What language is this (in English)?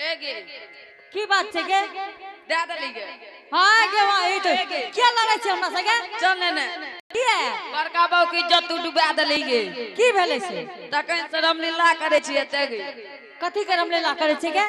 Angika